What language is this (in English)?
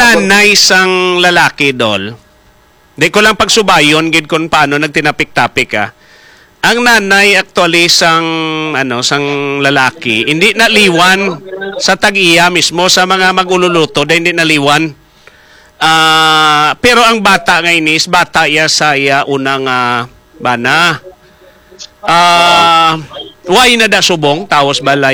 Hiligaynon